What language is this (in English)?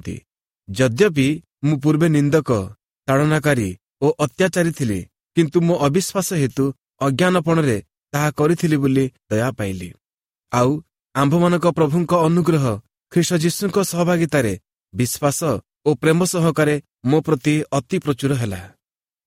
Odia